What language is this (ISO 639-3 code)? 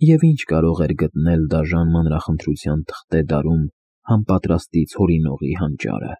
hye